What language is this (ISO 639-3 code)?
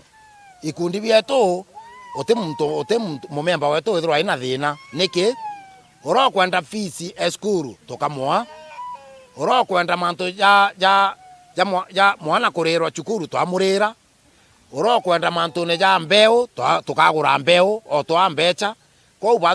mer